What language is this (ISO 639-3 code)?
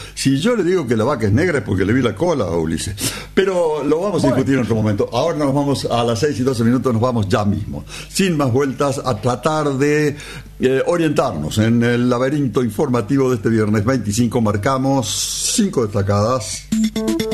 spa